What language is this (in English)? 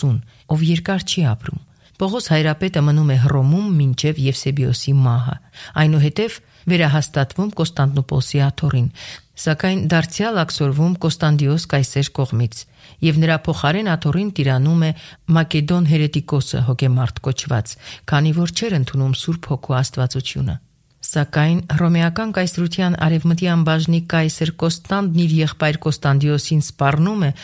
Armenian